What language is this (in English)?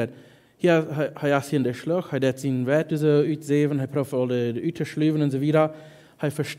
Plautdietsch